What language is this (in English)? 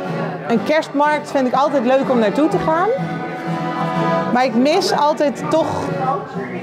Dutch